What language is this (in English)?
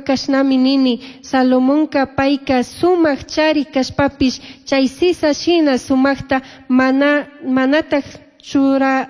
Chimborazo Highland Quichua